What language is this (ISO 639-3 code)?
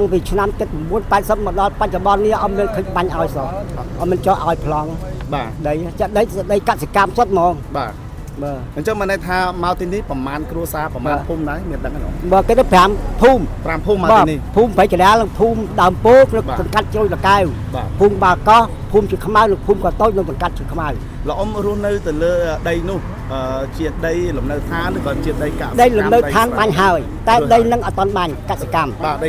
khm